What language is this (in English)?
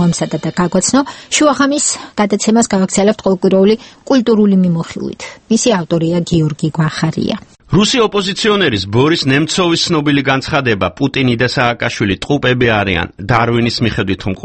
Georgian